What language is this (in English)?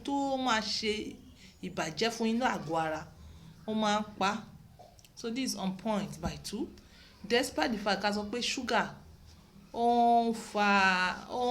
Yoruba